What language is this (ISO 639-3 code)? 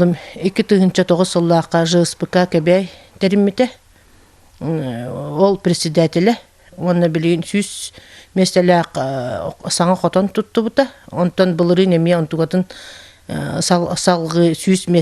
sah